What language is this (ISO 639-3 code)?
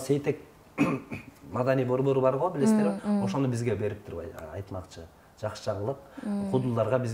kir